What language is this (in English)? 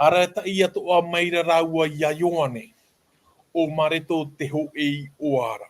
Tahitian